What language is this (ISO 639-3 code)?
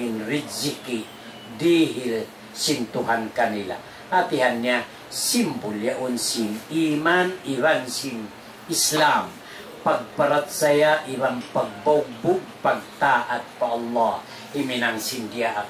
tsg